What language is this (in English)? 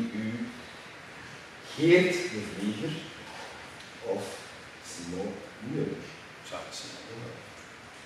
Dutch